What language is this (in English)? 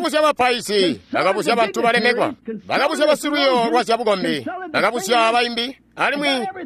Tonga (Zambia)